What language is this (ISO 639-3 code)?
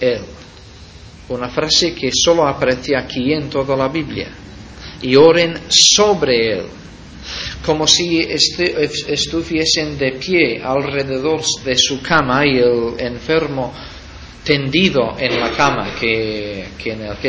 spa